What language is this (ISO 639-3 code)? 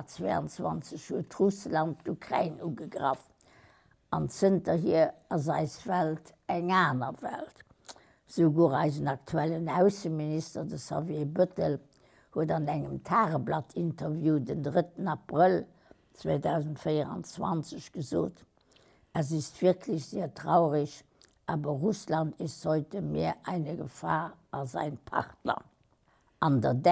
ltz